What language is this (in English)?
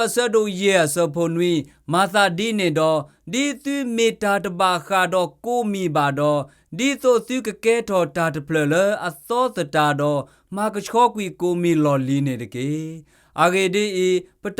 S'gaw Karen